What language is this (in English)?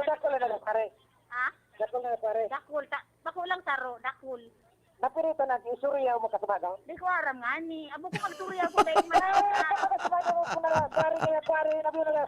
Bikol